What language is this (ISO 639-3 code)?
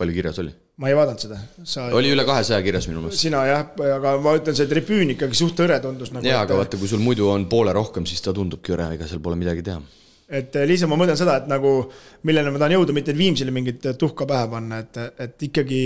est